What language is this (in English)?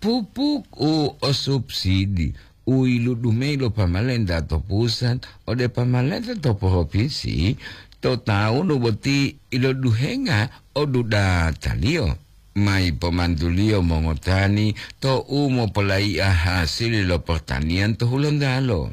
Gorontalo